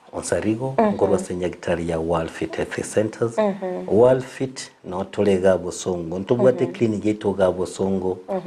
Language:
Gusii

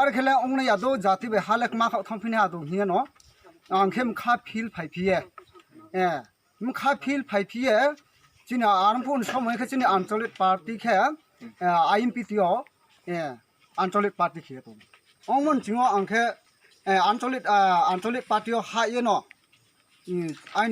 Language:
Riang (India)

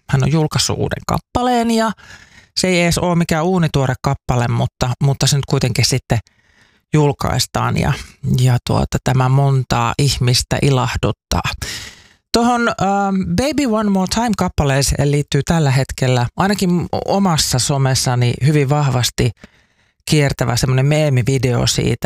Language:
Finnish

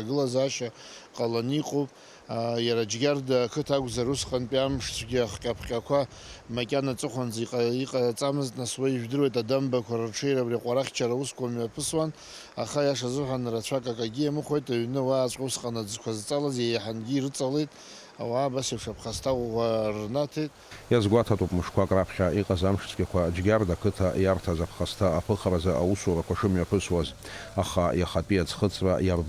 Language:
Abkhazian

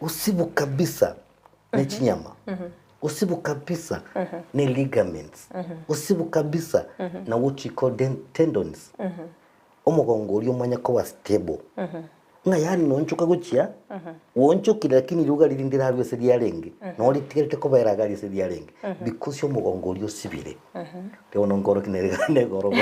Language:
Gusii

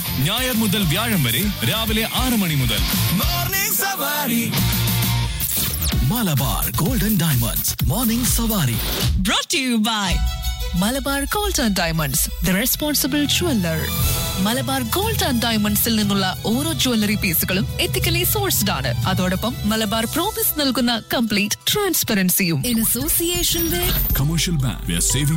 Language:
Malayalam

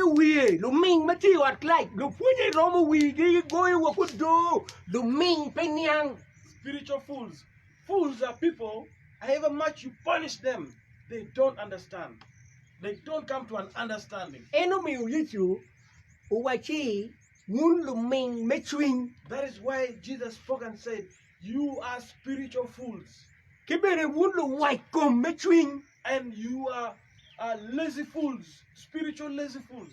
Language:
Acoli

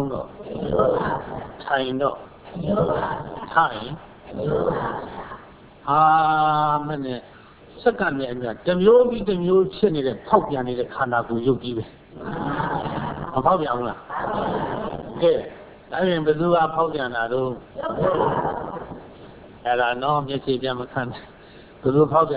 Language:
Burmese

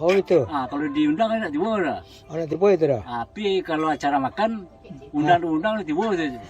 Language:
Minangkabau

